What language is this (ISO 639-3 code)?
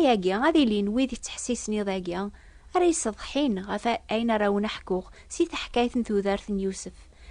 kab